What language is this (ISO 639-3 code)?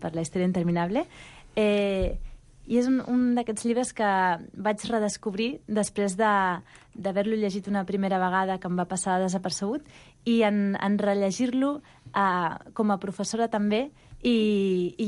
cat